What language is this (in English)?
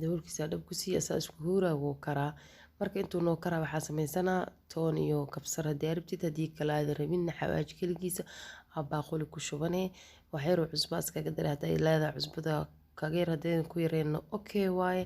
Somali